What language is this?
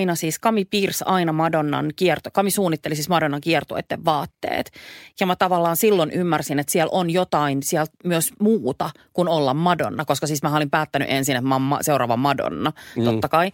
Finnish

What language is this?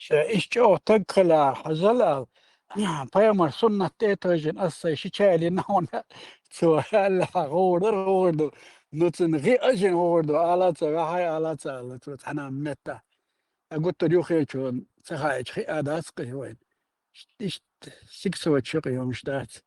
Chechen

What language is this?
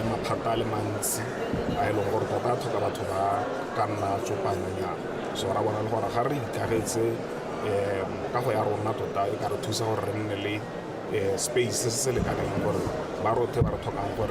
Tswana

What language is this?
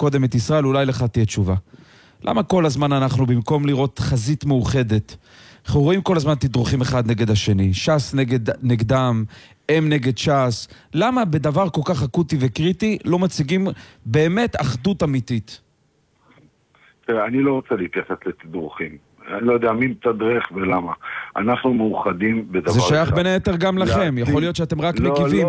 Hebrew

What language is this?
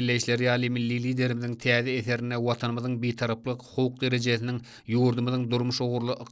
Turkmen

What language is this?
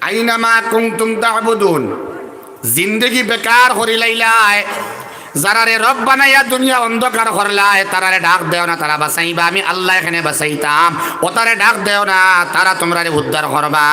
Sylheti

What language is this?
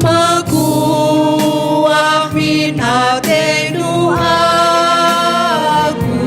Batak Karo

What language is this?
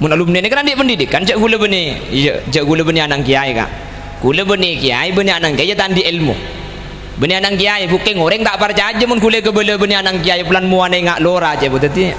Madurese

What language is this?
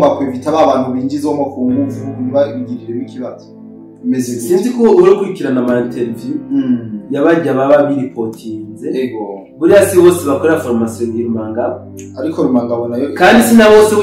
Rundi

